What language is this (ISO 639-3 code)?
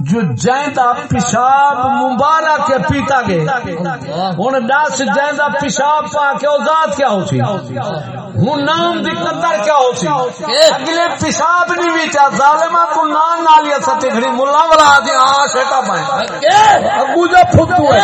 skr